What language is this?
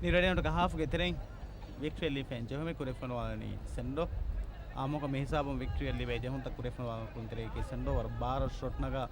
Divehi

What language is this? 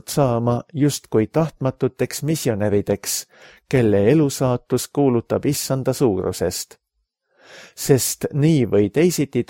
Estonian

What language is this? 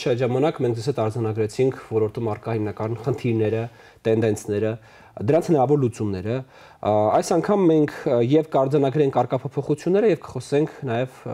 Armenian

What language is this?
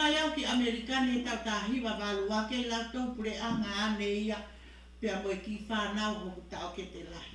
Tongan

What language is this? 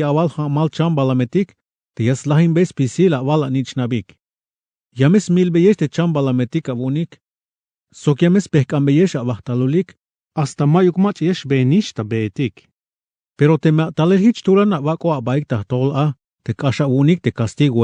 Tzeltal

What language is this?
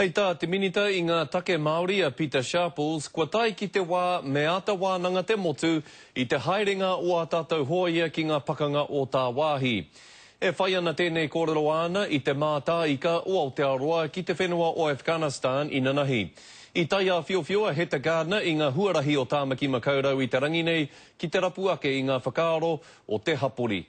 Māori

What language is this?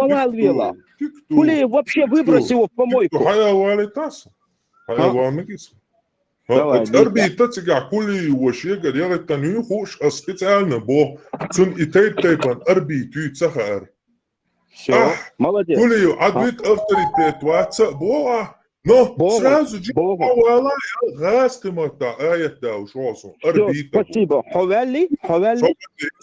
Chechen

